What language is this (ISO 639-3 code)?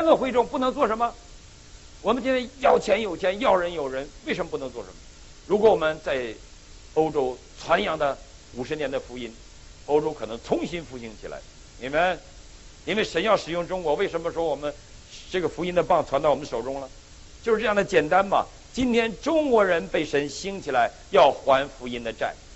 zho